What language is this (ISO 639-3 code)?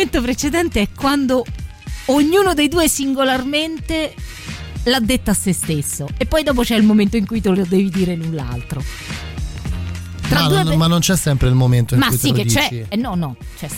ita